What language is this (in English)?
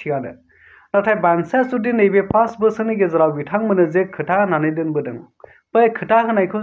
Bodo